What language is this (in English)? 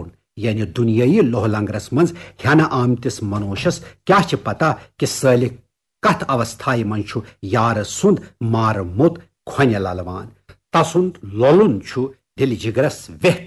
Kashmiri